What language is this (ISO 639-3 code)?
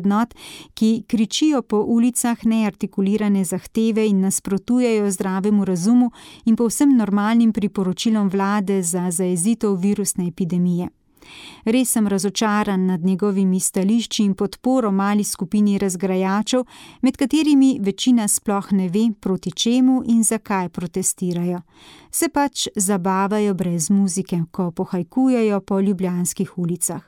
slv